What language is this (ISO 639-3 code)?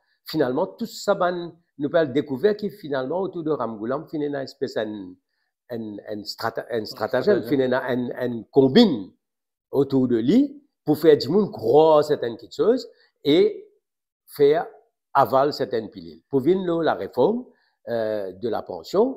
mfe